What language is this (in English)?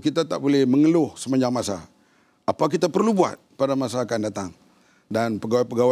Malay